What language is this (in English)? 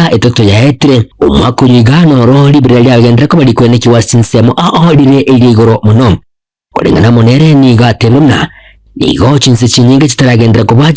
Gusii